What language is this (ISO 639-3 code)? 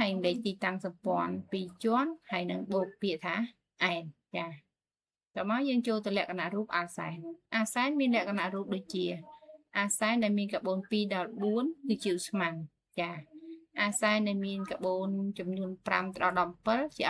khm